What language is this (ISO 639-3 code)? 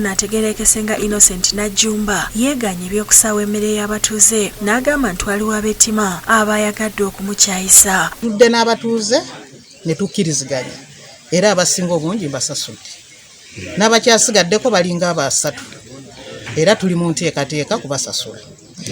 lug